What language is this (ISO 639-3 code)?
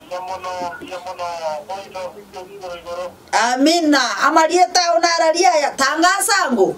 guz